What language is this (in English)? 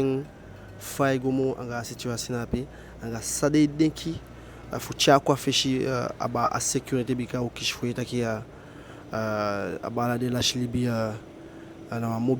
Eastern Maroon Creole